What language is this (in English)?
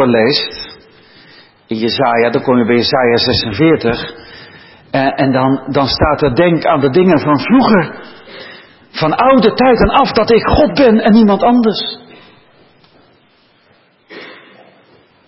Dutch